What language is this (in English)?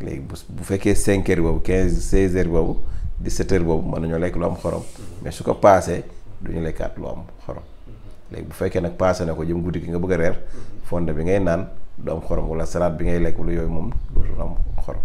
Wolof